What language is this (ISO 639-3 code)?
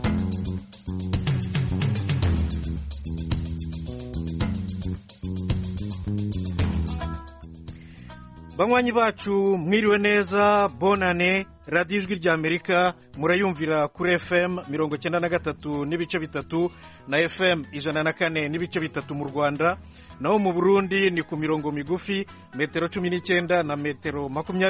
kin